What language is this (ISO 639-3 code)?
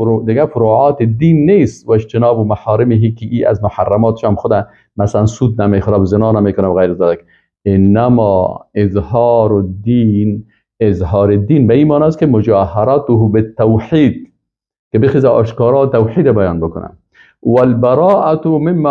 fas